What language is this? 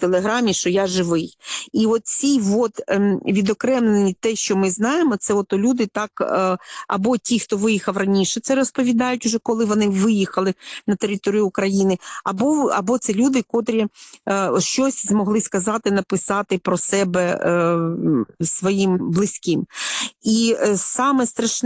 Ukrainian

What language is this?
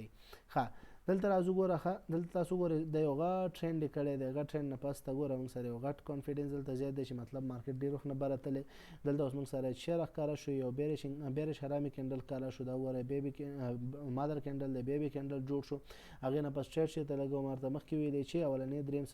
Pashto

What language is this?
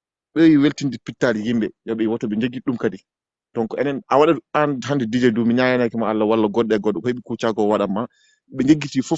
Fula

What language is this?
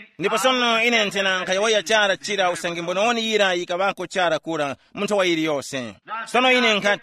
Tumbuka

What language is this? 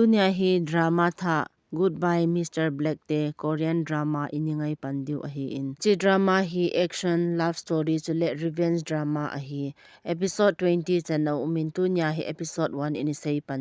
Thado Chin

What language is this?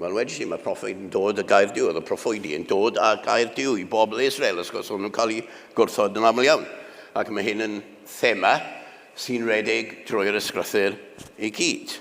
Welsh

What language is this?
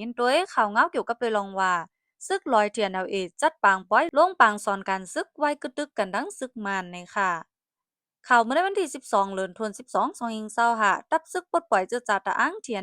Shan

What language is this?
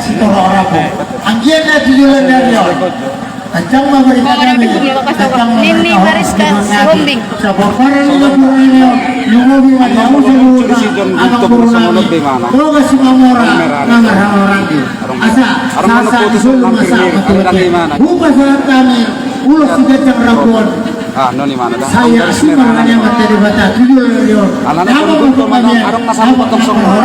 Batak Toba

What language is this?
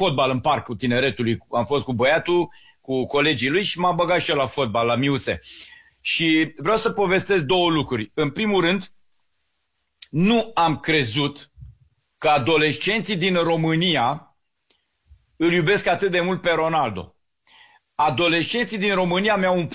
Romanian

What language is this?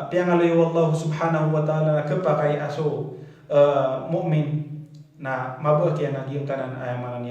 Maranao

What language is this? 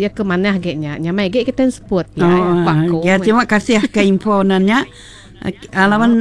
Iban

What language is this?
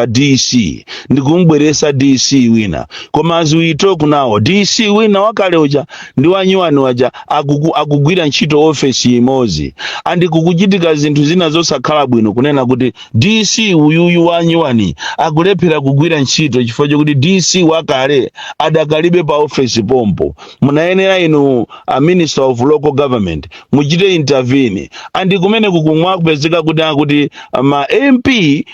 Nyanja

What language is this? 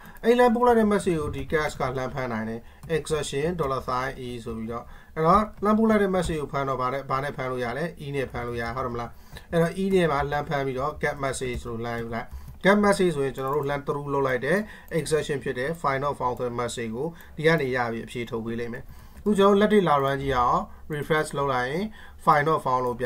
Burmese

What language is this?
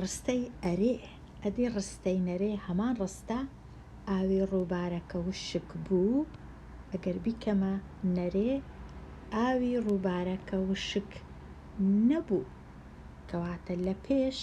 Central Kurdish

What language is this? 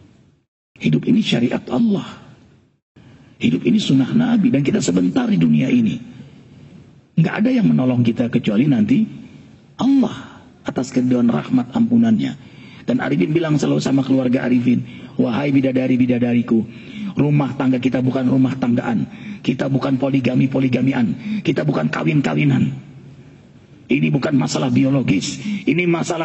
Indonesian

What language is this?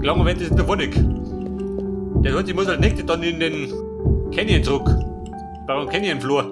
Bavarian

